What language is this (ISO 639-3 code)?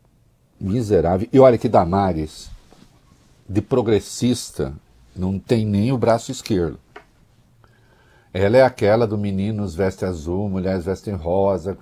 por